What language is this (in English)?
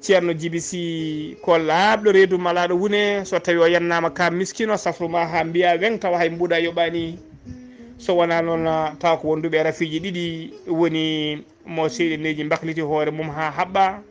Fula